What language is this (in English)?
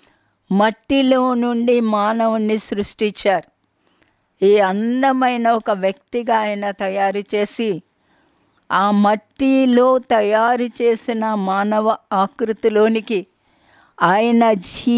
Telugu